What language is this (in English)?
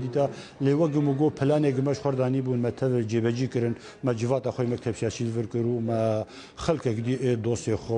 Kurdish